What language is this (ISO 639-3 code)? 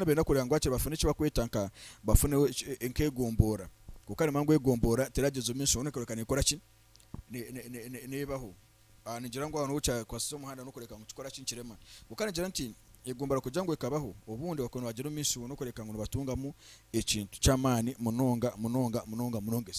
nyn